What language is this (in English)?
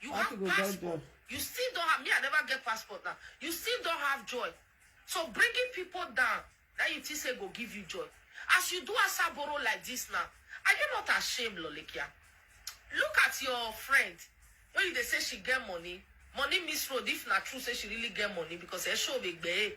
Nigerian Pidgin